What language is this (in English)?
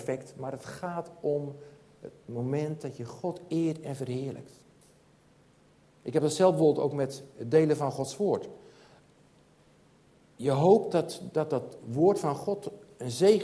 Dutch